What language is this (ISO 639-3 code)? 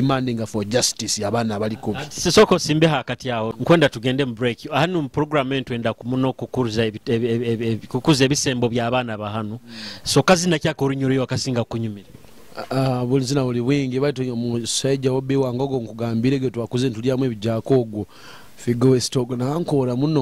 nyo